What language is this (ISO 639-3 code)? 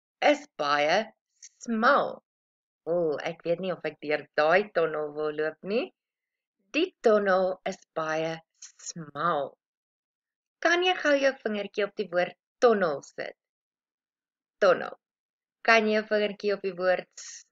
afr